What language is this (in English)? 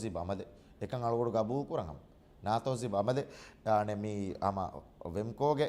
Divehi